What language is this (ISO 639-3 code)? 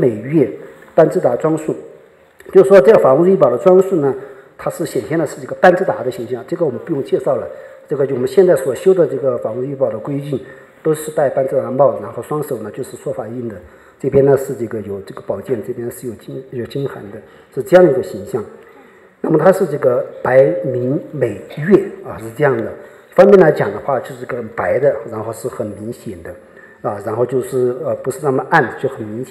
zho